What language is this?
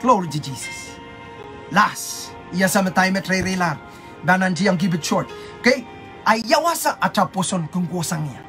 Pohnpeian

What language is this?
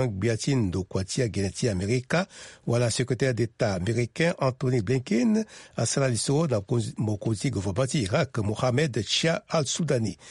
Sango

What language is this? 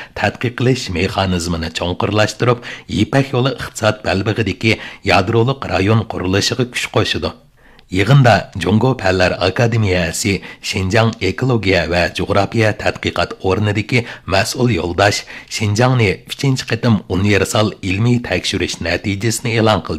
Uyghur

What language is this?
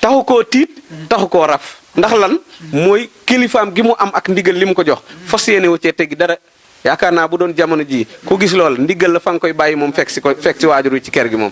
Wolof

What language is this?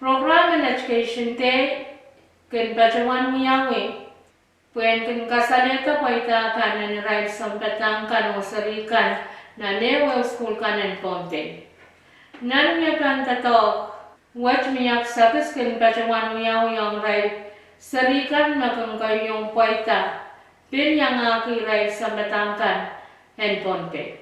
Pohnpeian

